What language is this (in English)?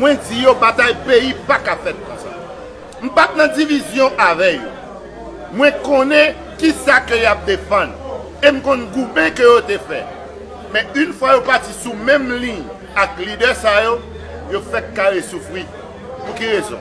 Haitian Creole